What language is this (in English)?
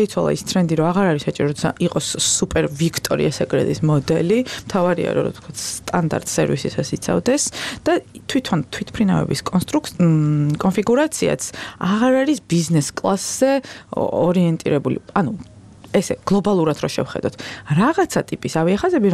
Georgian